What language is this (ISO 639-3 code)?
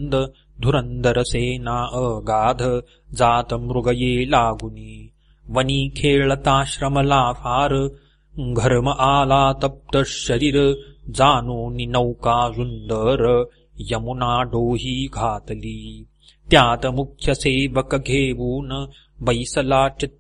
mar